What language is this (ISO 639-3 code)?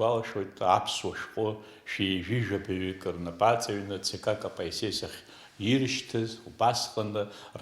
abk